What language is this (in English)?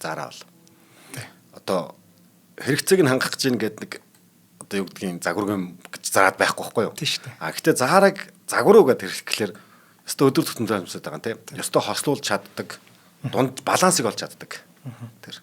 Mongolian